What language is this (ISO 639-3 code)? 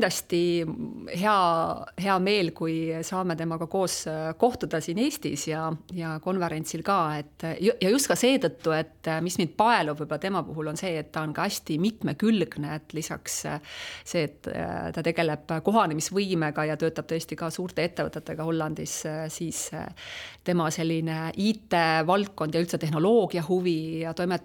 est